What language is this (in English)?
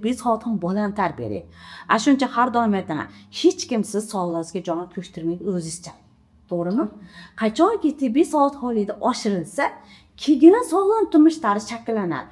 Uzbek